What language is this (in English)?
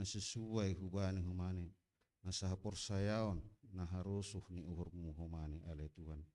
Batak Simalungun